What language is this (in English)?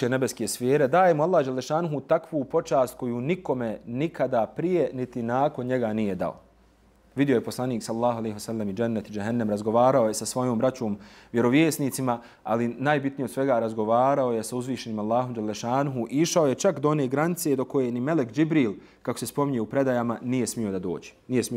Bosnian